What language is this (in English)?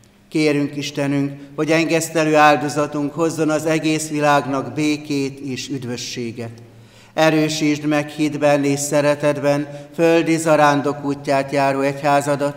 Hungarian